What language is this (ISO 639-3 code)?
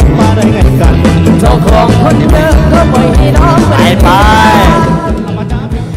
tha